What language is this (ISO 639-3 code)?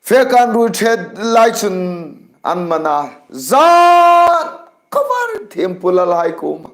hmr